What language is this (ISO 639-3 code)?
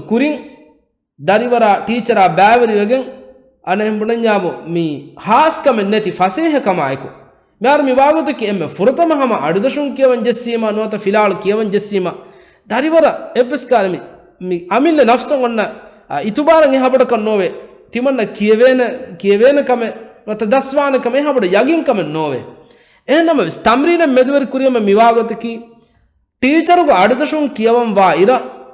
div